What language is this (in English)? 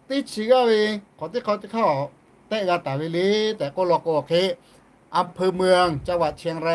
Lahu